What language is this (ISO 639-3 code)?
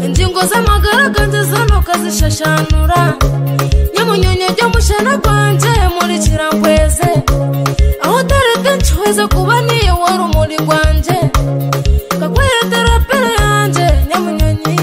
nyo